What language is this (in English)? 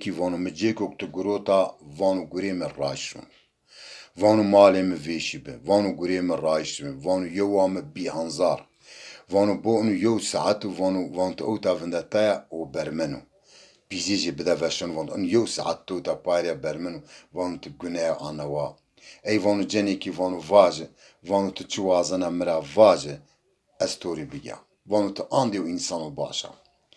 Zaza